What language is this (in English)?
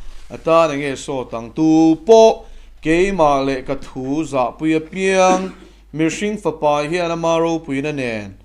Mizo